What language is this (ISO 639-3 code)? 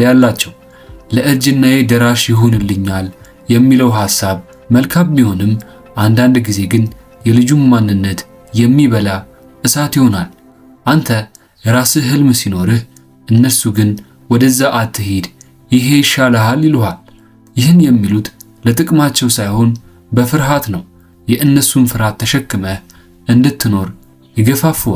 amh